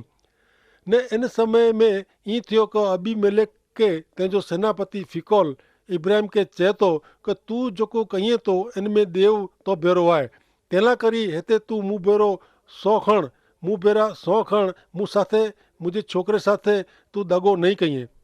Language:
Kachhi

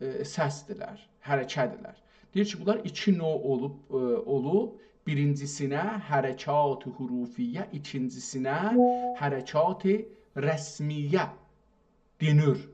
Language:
South Azerbaijani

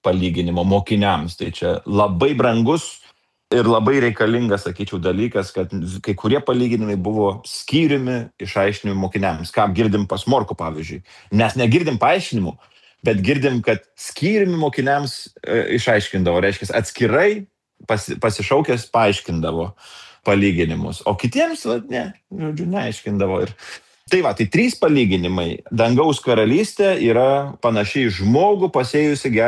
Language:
Lithuanian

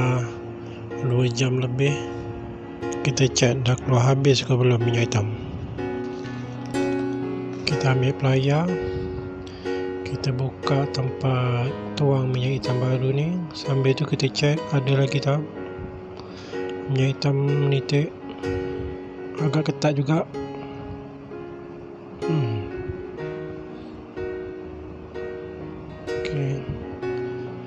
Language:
Malay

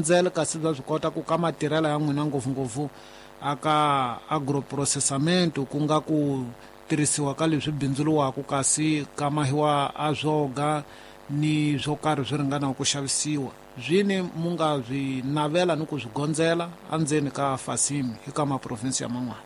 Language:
Tsonga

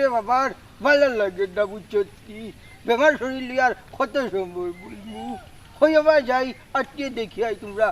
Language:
Sylheti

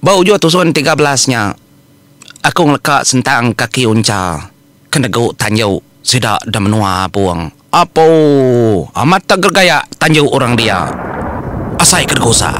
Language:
Iban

